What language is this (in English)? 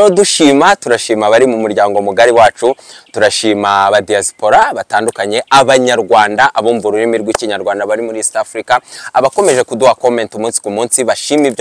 Kinyarwanda